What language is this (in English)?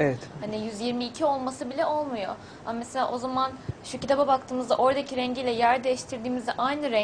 Turkish